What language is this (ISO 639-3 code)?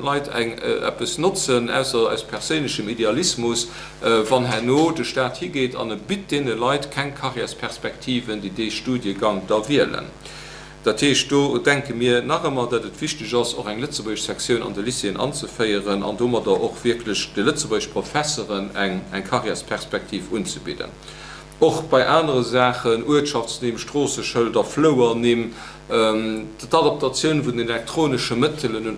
ltz